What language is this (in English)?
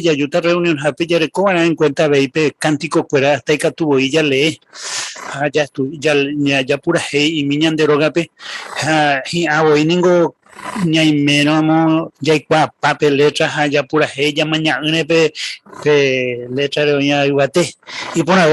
Guarani